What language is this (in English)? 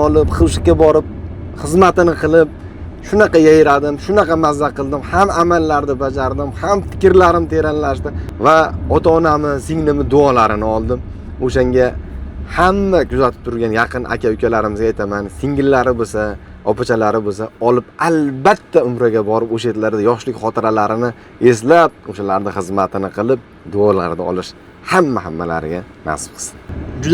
Uzbek